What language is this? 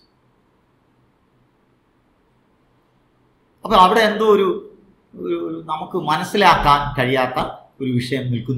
Malayalam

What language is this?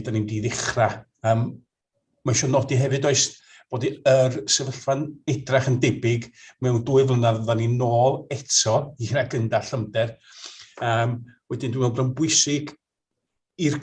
Welsh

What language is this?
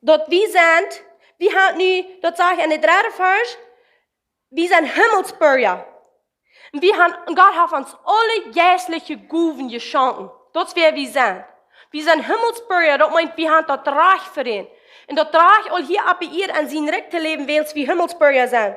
Plautdietsch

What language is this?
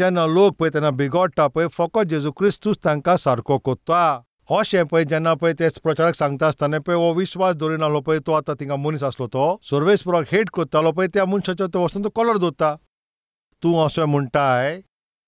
Konkani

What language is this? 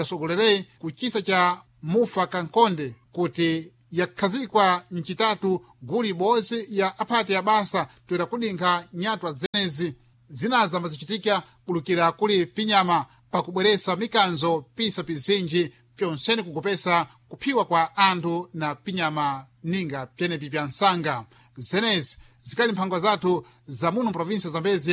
Sena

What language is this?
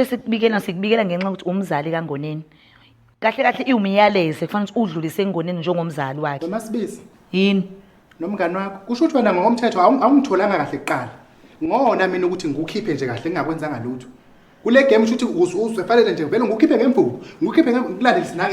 Zulu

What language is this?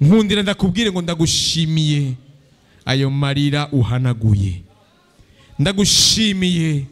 Rundi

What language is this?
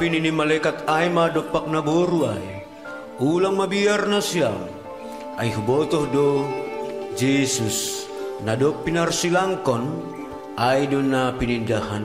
Batak Simalungun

